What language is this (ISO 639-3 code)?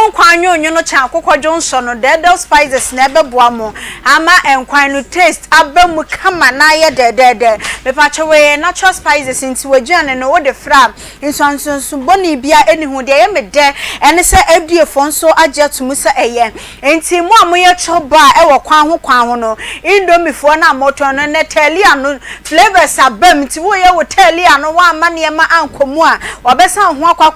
aka